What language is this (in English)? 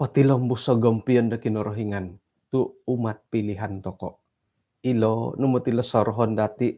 Central Dusun